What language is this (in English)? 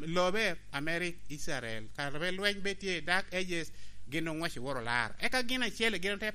Lango (Uganda)